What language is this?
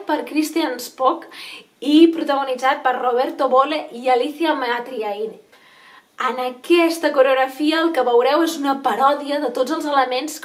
Catalan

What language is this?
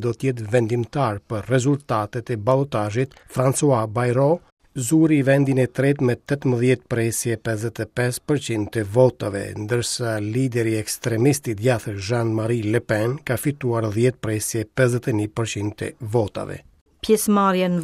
Albanian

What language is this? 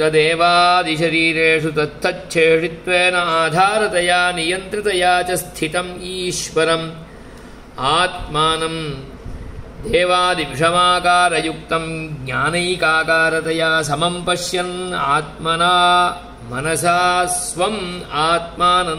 Sanskrit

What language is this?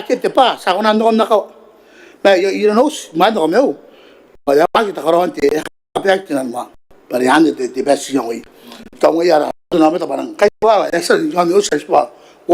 Gilbertese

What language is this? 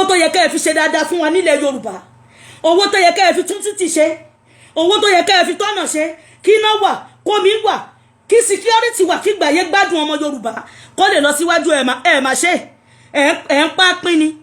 Yoruba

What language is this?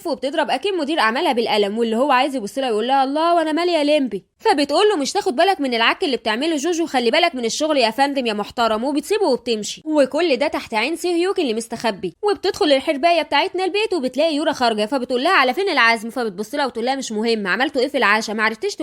Egyptian Arabic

